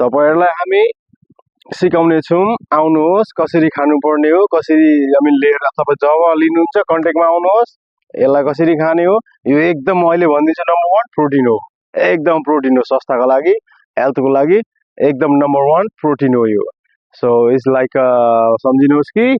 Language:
Nepali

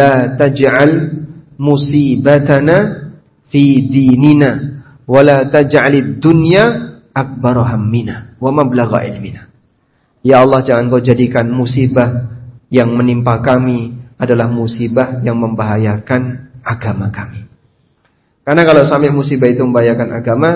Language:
Indonesian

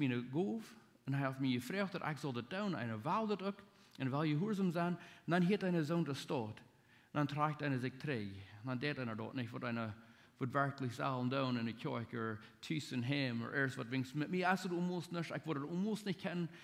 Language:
Plautdietsch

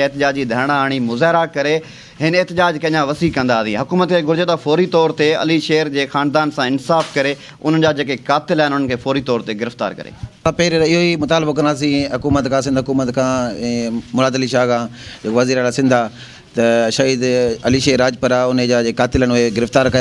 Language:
Sindhi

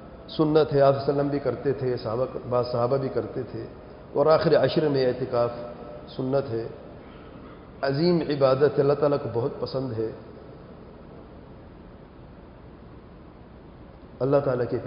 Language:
Urdu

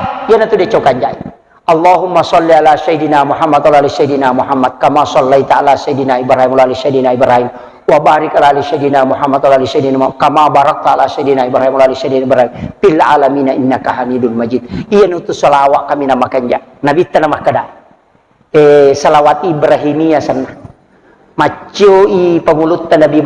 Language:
Buginese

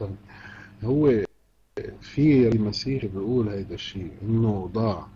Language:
Egyptian Arabic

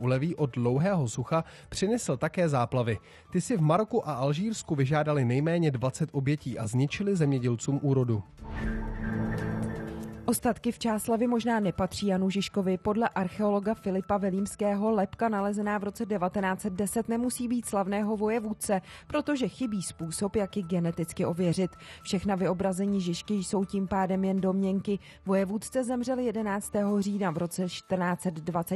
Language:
Czech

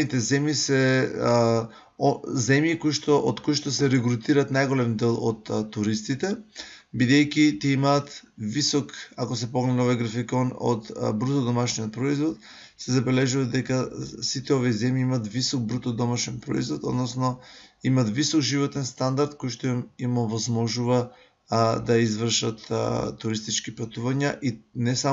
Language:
Macedonian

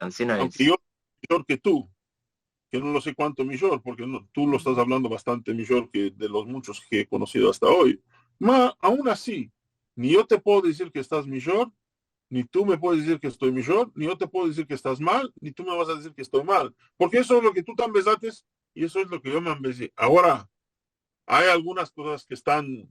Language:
Ladino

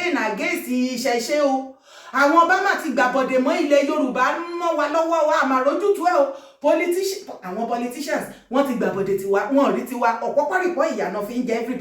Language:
Yoruba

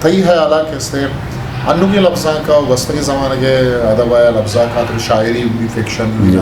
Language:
Eastern Balochi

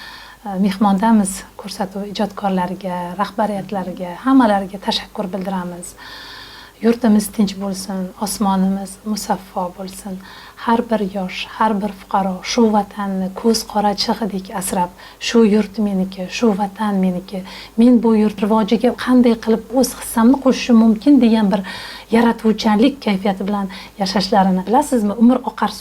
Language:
Uzbek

